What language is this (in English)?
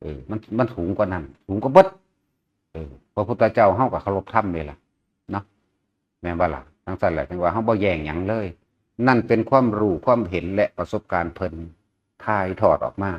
Northeastern Thai